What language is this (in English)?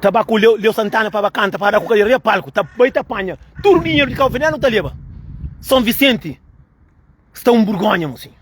Kabuverdianu